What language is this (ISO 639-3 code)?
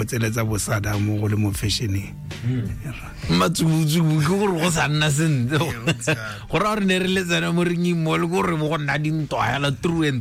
tsn